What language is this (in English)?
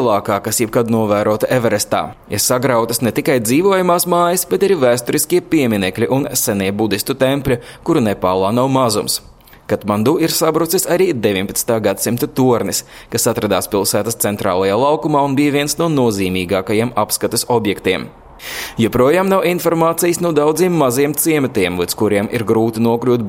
Latvian